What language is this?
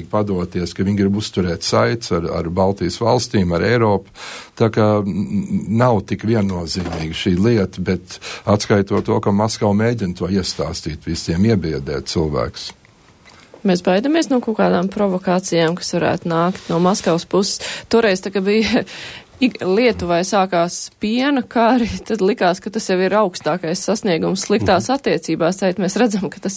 Latvian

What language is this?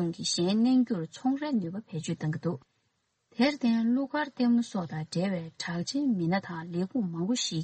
Tibetan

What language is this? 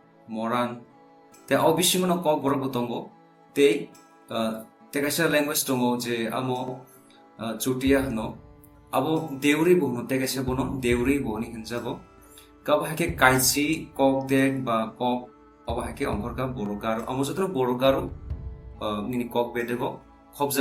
Kok Borok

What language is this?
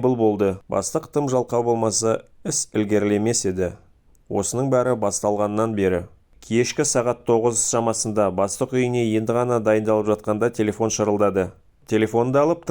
Kazakh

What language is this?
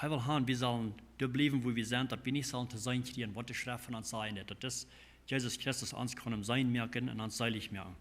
Plautdietsch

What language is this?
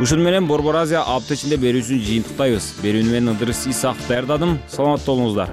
Kyrgyz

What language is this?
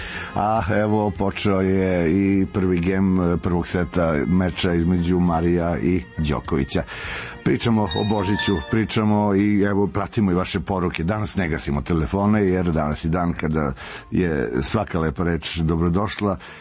Serbian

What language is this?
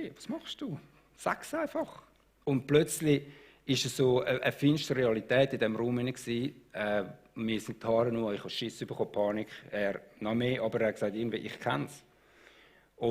Swiss German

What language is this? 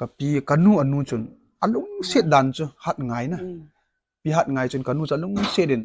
Thado Chin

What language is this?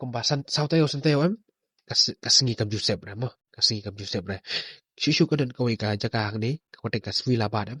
Khasi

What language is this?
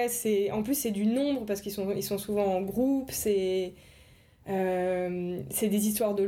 French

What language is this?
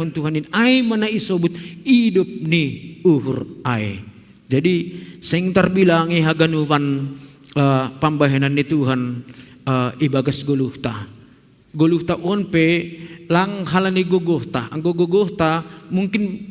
Batak Simalungun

